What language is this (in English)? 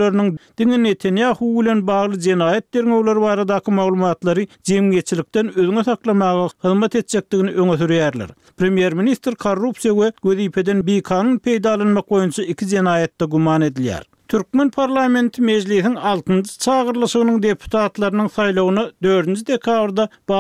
Turkmen